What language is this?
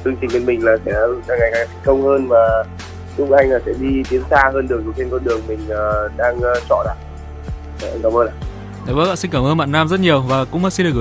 Vietnamese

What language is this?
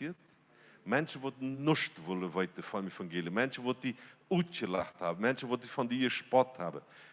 Plautdietsch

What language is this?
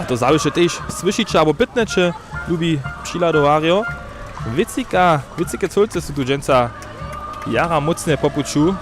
Upper Sorbian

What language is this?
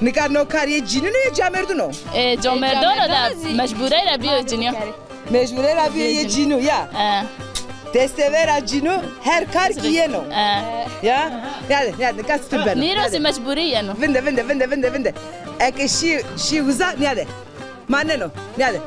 Zaza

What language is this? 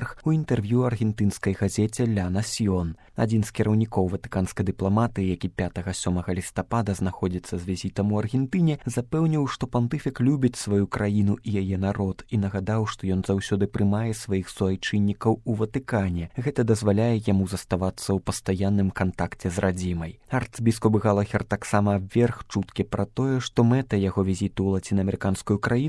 Belarusian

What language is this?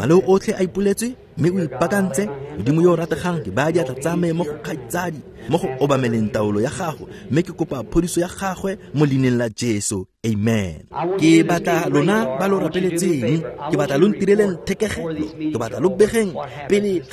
Tswana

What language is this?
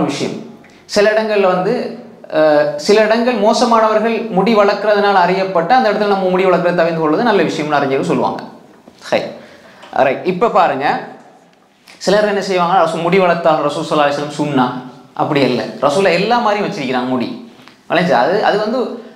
Tamil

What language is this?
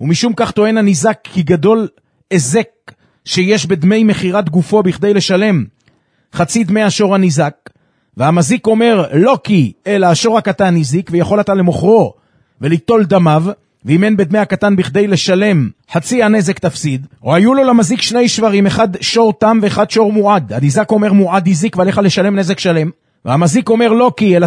Hebrew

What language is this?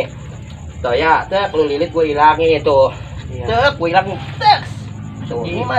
Betawi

